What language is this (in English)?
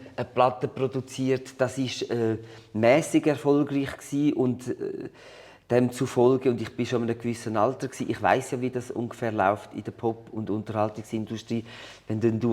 Swiss German